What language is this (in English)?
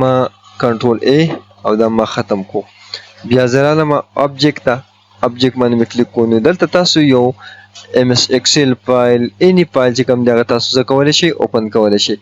Pashto